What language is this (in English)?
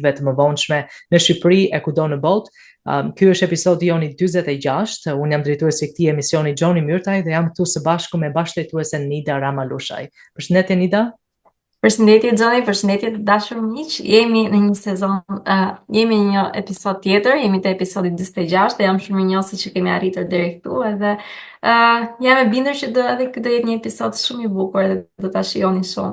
Albanian